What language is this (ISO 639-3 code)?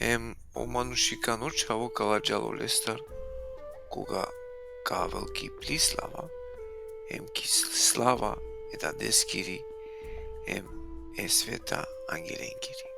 rmn